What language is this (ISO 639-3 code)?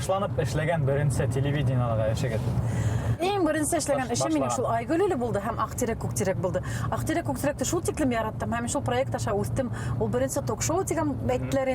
bak